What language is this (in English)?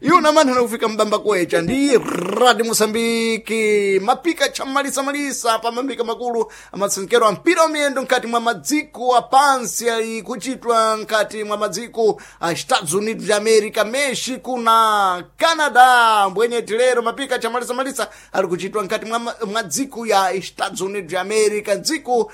Sena